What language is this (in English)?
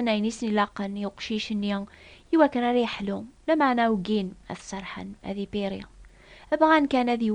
Kabyle